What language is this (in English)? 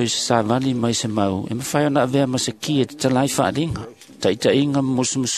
Samoan